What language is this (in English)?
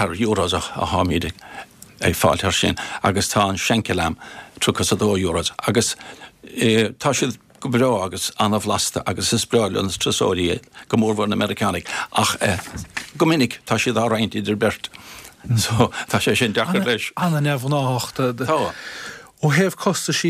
Irish